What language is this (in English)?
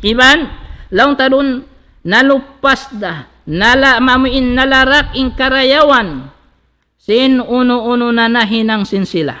Tausug